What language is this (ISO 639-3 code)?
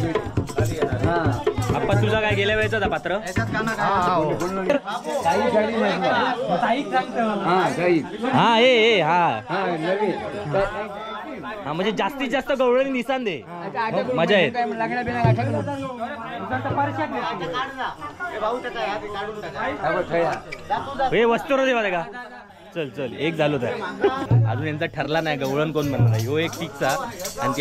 mar